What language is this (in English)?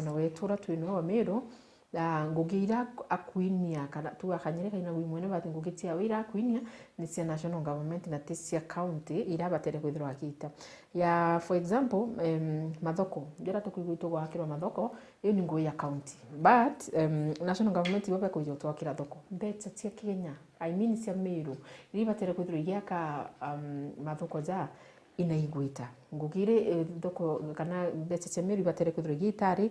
Meru